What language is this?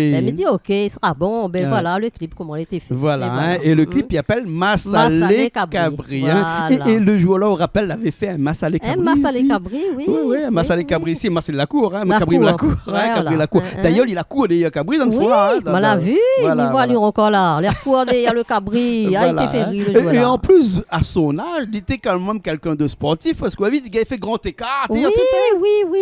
Réunion Creole French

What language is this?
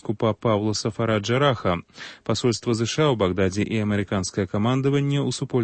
Belarusian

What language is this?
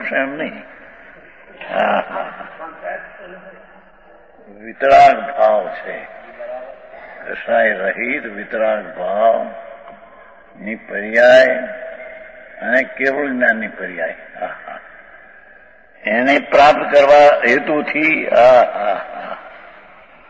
Gujarati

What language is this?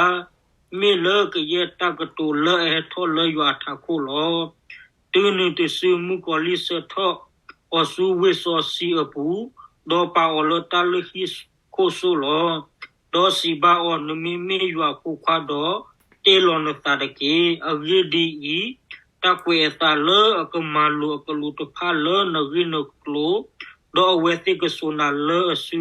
S'gaw Karen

